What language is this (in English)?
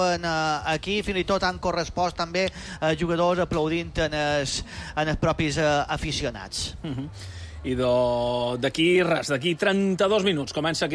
Catalan